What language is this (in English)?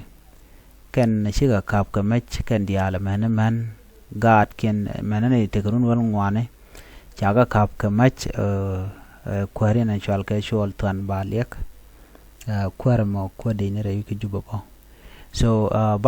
Nuer